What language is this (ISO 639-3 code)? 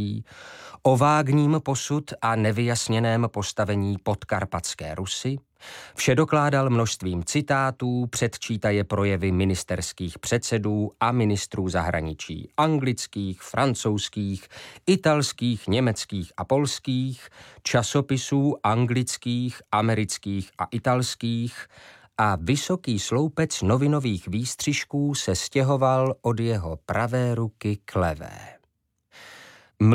ces